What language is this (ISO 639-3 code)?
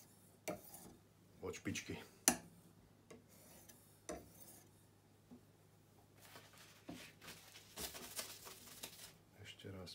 slk